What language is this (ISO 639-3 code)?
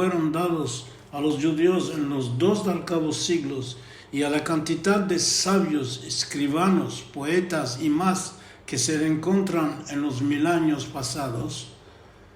lad